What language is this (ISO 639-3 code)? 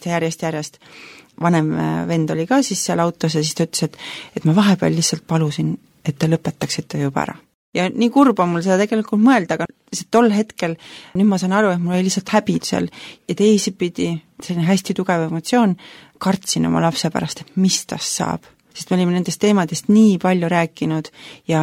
est